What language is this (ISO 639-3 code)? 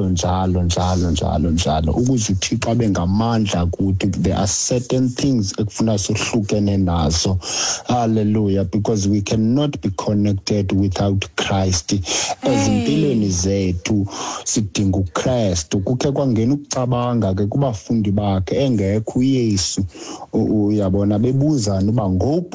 xho